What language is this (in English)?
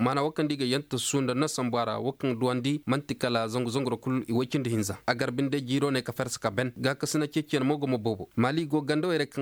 Koyraboro Senni